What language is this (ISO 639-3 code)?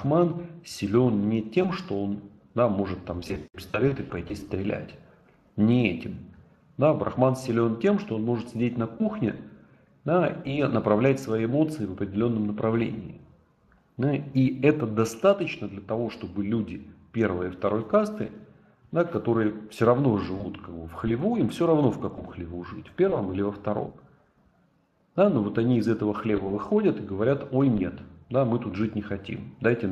rus